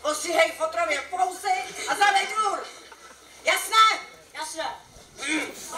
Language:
Czech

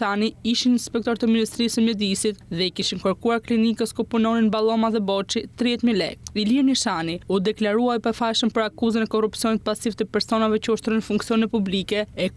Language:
Albanian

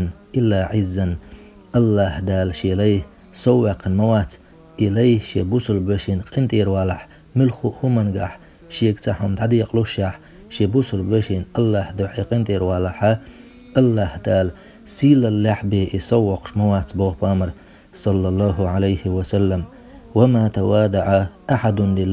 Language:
Chechen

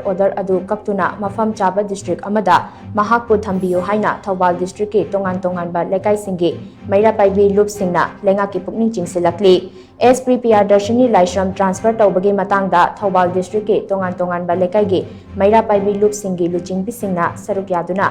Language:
Manipuri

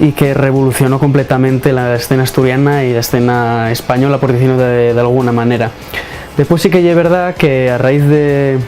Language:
Asturian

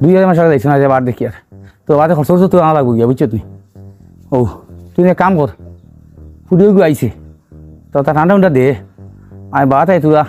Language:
Sylheti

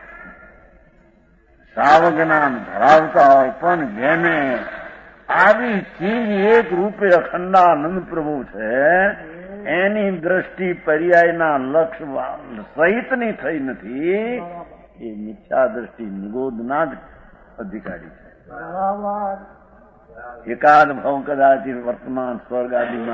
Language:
Gujarati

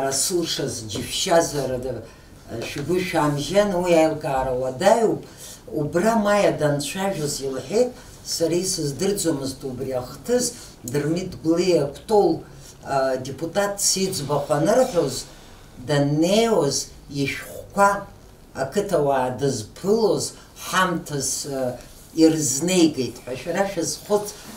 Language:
Abkhazian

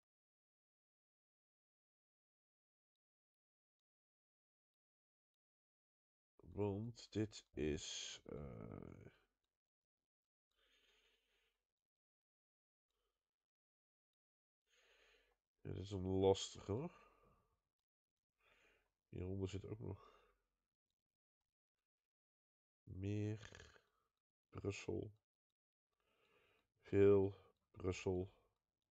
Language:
Dutch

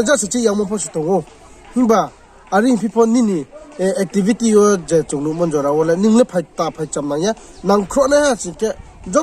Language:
Riang (India)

